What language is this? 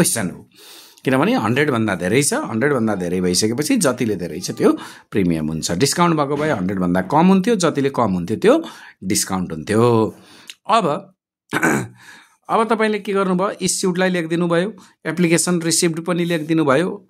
Nepali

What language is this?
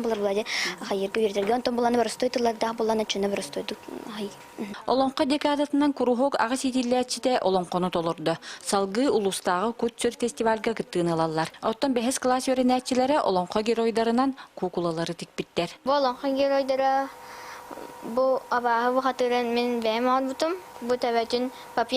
Yakut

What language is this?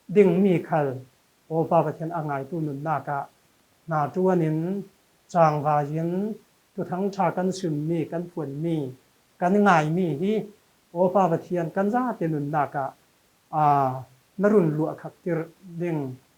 Falam Chin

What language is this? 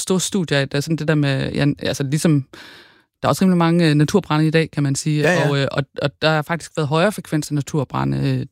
Danish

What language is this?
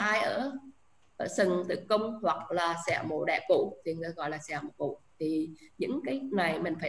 Vietnamese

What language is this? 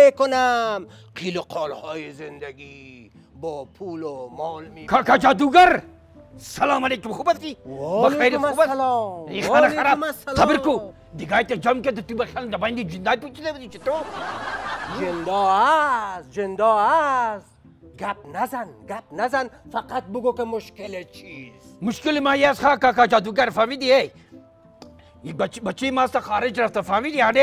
Persian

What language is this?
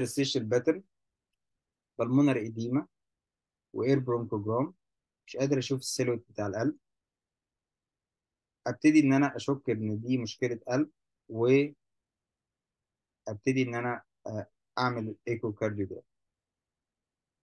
Egyptian Arabic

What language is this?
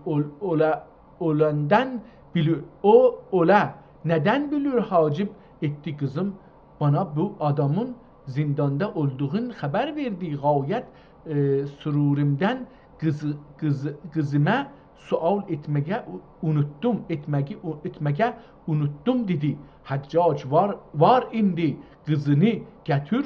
South Azerbaijani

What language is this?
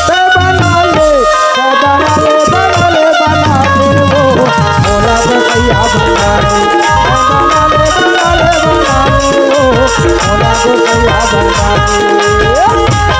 Chhattisgarhi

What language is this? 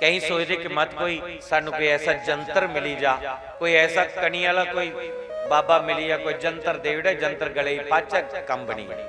Dogri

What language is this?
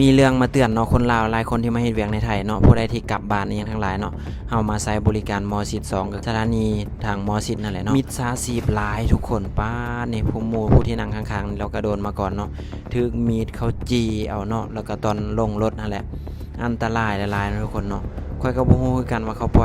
Lao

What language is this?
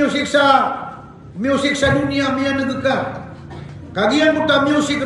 Maranao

